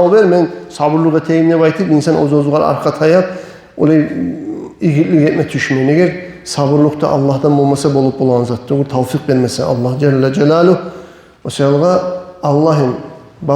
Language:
Kumyk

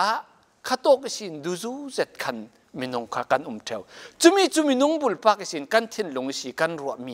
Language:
Falam Chin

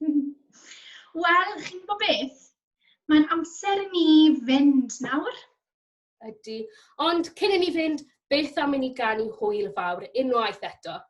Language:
Welsh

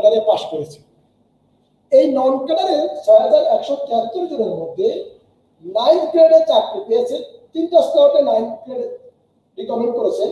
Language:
Bangla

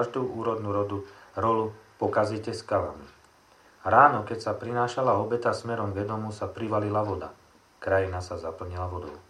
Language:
Slovak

